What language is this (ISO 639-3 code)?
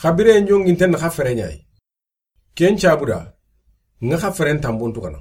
snk